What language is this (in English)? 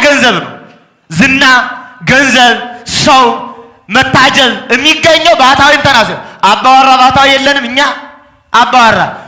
Amharic